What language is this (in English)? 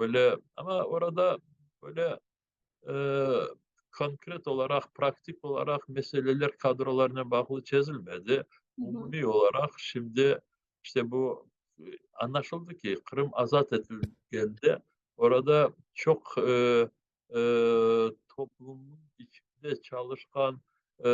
Crimean Tatar